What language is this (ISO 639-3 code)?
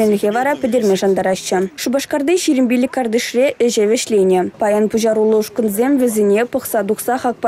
chv